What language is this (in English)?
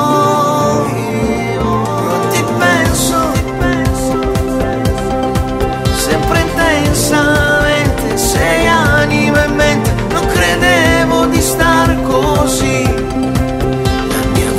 Italian